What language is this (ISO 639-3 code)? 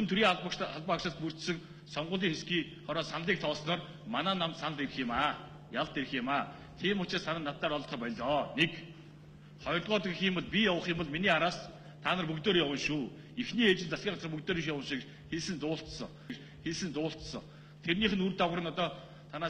mon